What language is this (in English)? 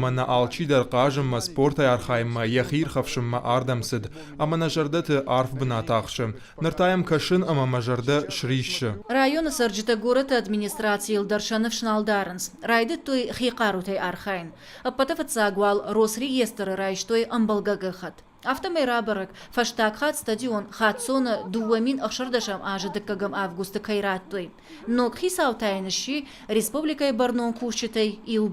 Ossetic